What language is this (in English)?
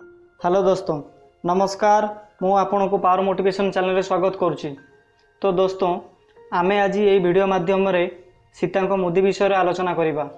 Odia